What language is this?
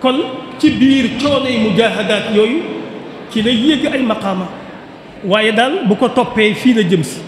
Wolof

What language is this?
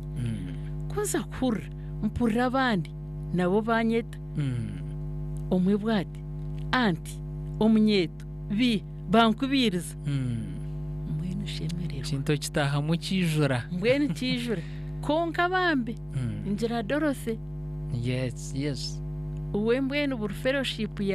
Nyankole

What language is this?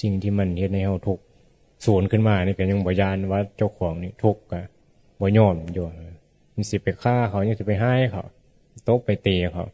Northeastern Thai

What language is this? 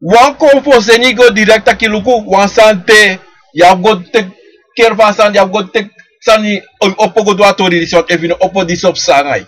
Sranan Tongo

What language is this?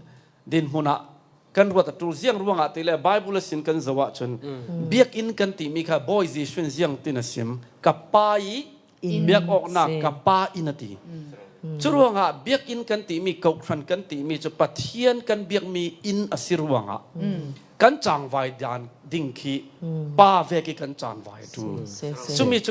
Falam Chin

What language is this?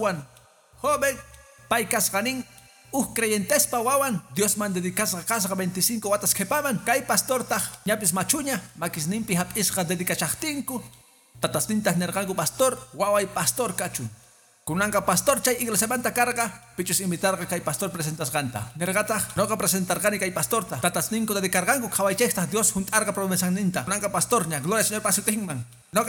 Quechua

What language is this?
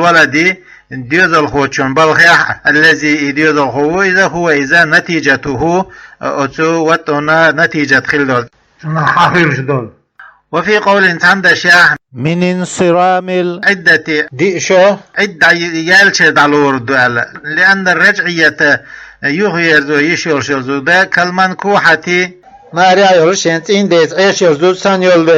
Chechen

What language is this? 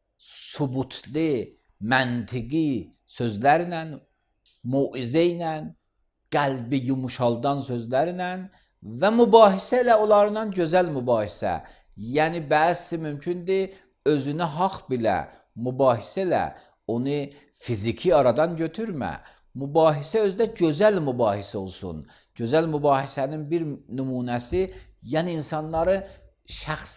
Azerbaijani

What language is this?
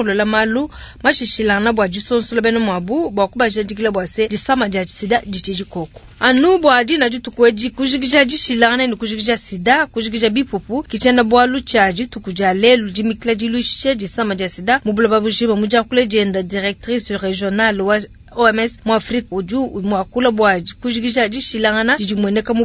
Luba-Lulua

